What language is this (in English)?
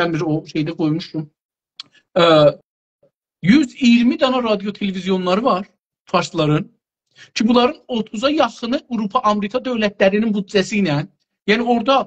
South Azerbaijani